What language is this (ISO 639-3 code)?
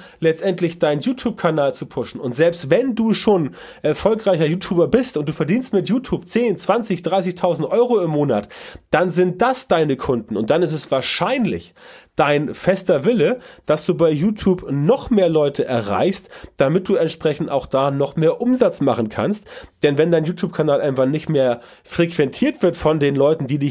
deu